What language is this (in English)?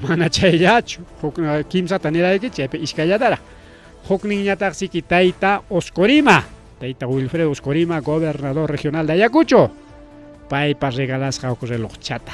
Ayacucho Quechua